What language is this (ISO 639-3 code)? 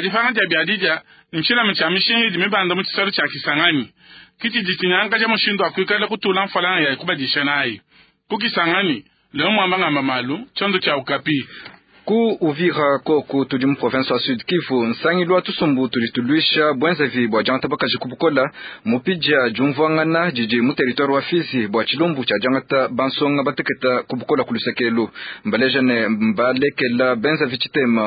lua